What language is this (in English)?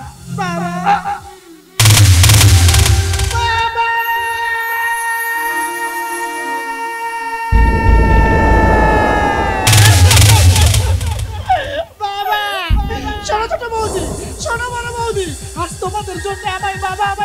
Bangla